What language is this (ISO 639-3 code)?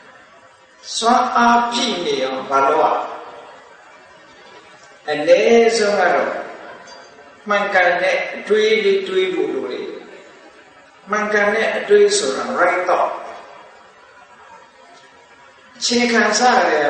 mya